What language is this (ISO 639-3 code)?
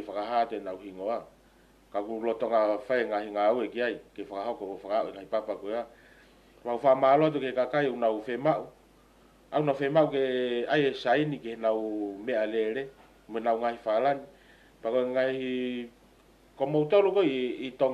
ton